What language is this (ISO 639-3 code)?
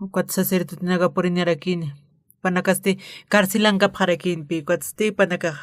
aym